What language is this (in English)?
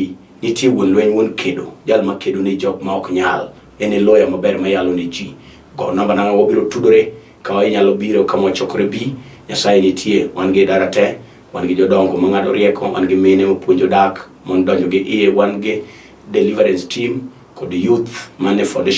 Luo (Kenya and Tanzania)